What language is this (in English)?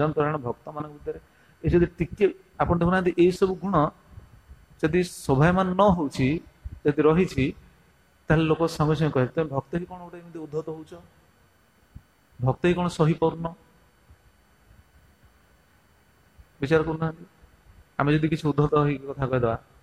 Odia